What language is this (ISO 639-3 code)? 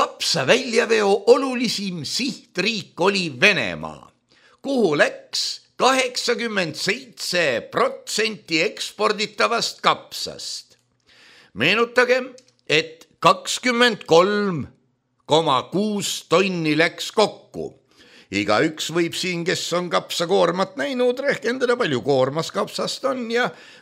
est